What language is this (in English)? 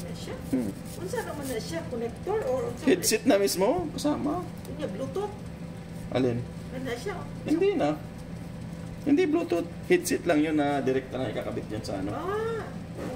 Filipino